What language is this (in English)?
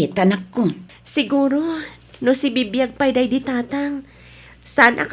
Iloko